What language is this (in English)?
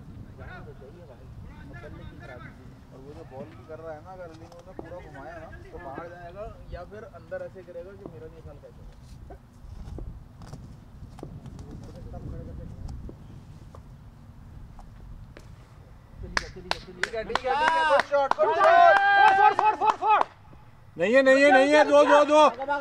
Hindi